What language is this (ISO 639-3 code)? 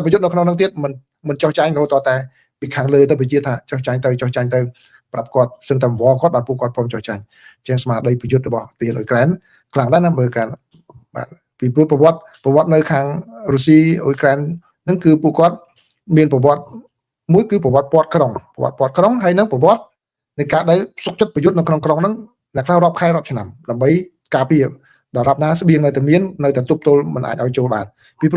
khm